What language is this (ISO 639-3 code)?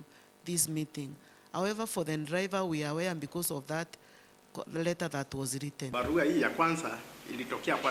mer